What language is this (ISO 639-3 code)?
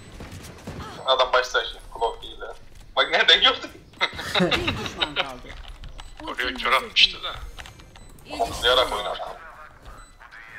tur